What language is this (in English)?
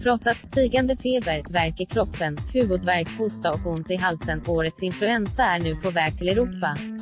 Swedish